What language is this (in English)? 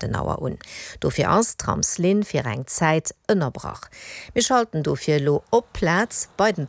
Luxembourgish